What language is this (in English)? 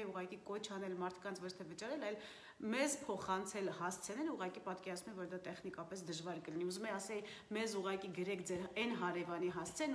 Armenian